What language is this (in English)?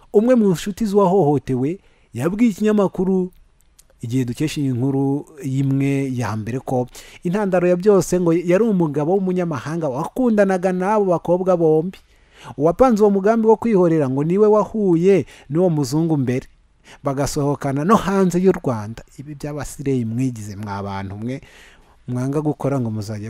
Kinyarwanda